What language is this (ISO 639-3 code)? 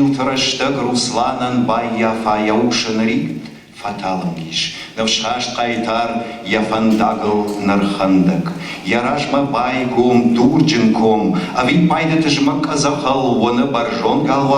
oss